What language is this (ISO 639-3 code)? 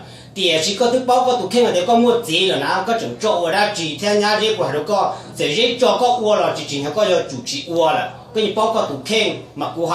hmn